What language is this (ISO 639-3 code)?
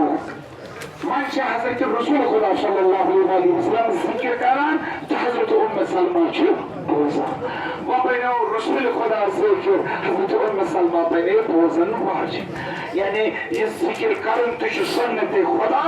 kas